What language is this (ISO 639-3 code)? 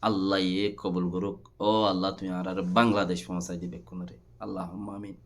rhg